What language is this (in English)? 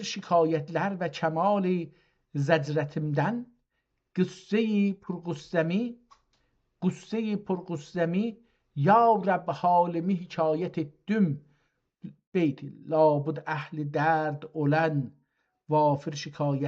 South Azerbaijani